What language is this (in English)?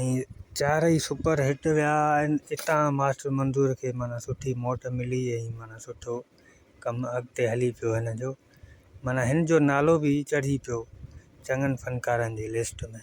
Sindhi